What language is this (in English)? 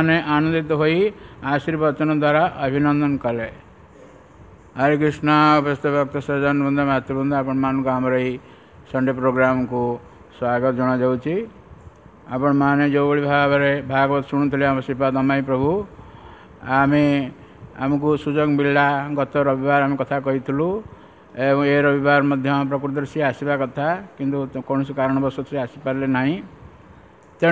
Odia